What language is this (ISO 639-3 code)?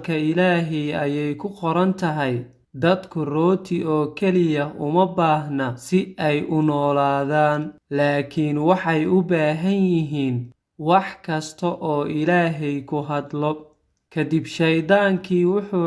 som